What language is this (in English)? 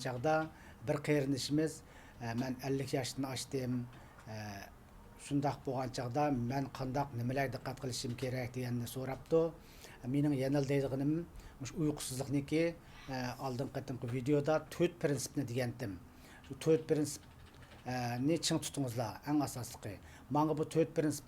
Uyghur